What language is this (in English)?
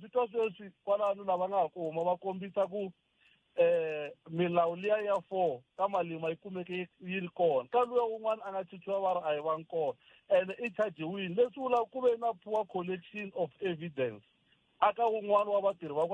Tsonga